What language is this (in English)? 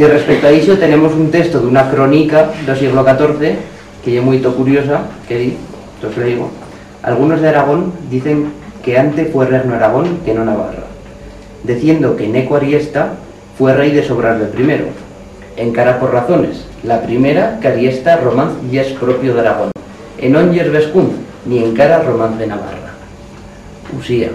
Aragonese